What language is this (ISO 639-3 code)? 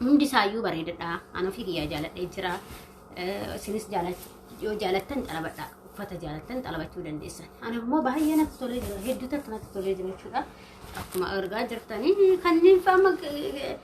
orm